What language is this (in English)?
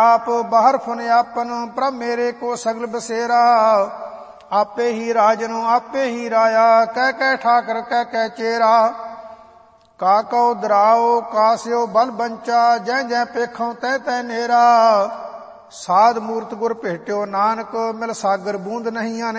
Punjabi